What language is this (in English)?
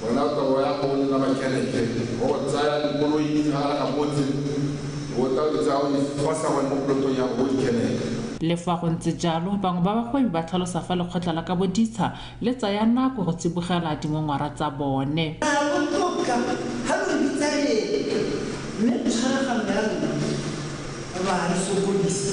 Tswana